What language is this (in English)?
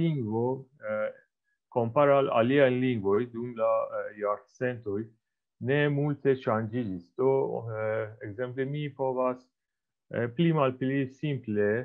Esperanto